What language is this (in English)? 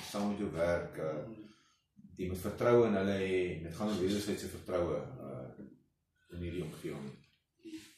Afrikaans